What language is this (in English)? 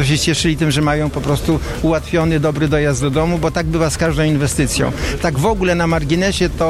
Polish